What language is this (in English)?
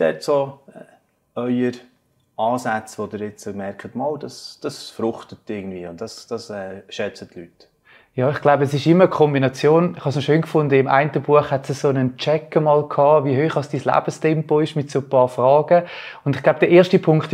Swiss German